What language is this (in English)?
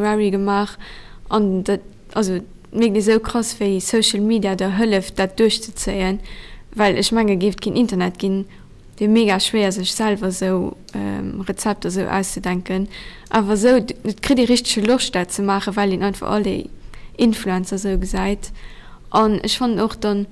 Luxembourgish